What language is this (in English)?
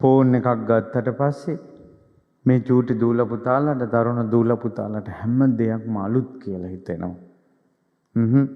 Sinhala